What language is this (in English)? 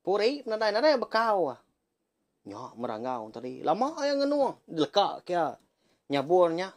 Iban